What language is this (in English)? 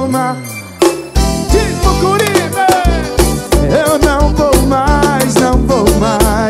Portuguese